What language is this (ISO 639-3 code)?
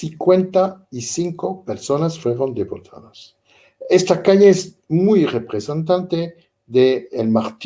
lad